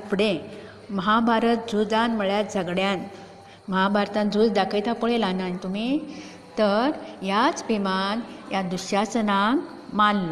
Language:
Konkani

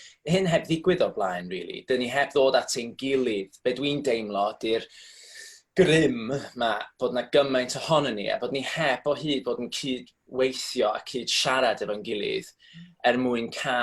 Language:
Welsh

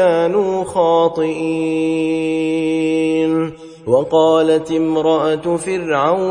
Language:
Arabic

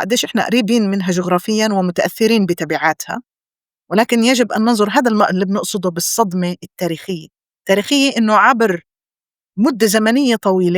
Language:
North Levantine Arabic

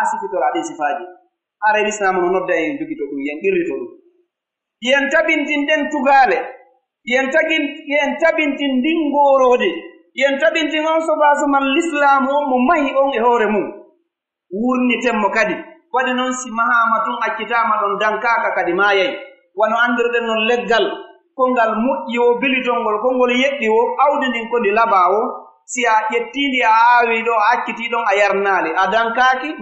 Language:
Pular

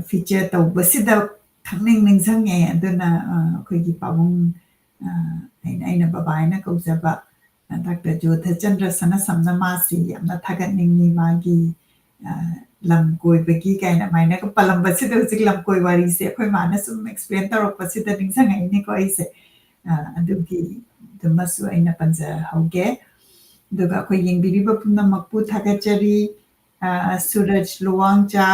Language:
Manipuri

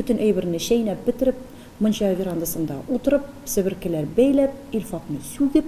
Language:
Tatar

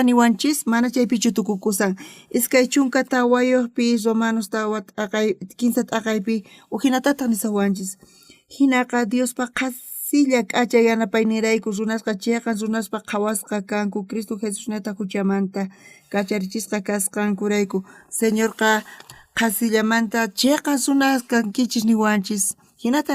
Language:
South Bolivian Quechua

